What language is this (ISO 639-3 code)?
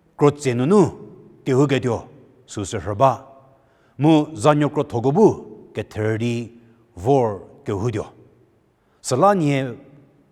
njm